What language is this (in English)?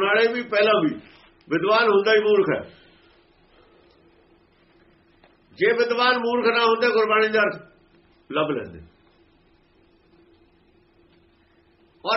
Punjabi